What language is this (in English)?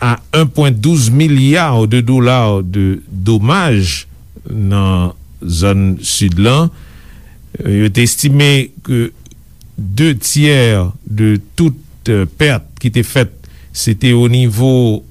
Haitian Creole